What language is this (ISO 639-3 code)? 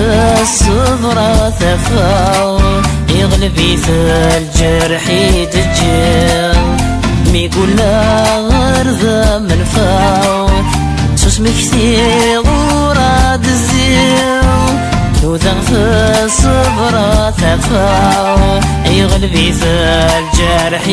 kab